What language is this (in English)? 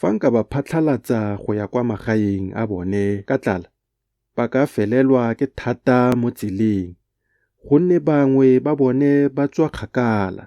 Tswana